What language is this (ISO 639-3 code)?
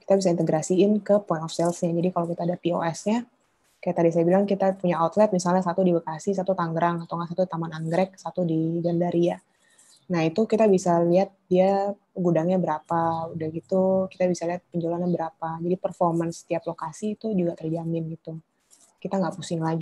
ind